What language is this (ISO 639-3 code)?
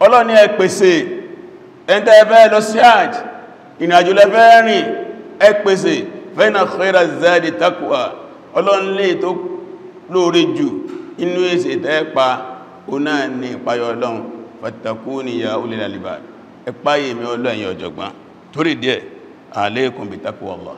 yor